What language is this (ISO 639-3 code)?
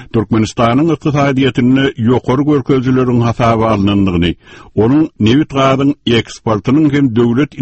tuk